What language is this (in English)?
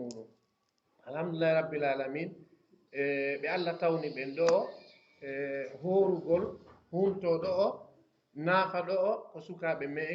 Pular